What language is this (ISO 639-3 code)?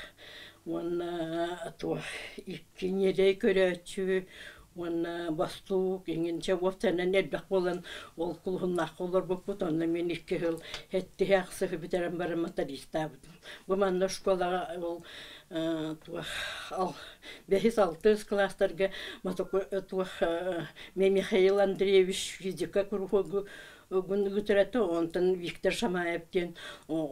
sah